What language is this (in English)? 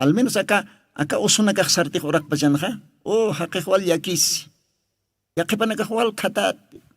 Aymara